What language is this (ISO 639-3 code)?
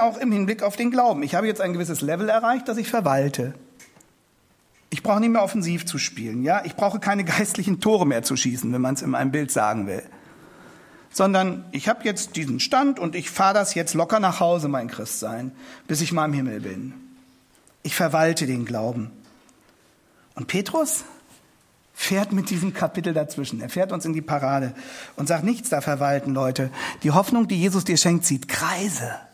deu